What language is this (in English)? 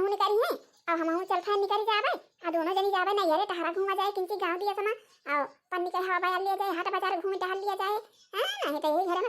Awadhi